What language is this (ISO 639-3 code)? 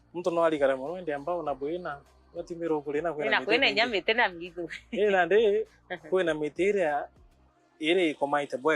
mer